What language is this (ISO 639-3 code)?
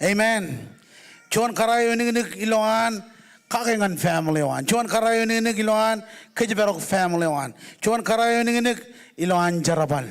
mah